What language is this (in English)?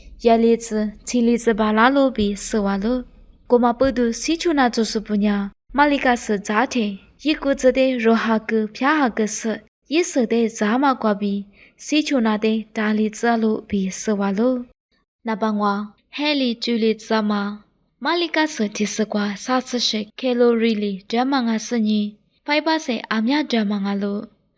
Lisu